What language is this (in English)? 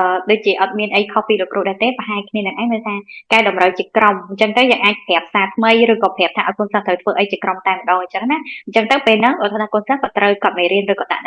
Khmer